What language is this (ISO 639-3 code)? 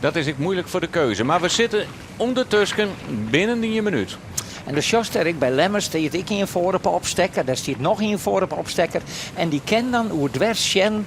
fry